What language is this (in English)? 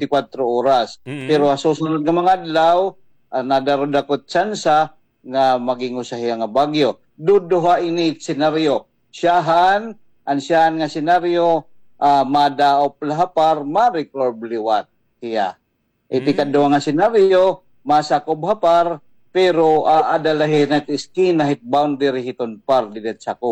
Waray